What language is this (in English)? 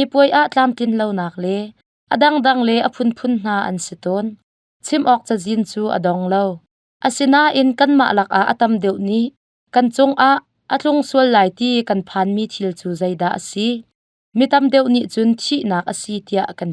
Hakha Chin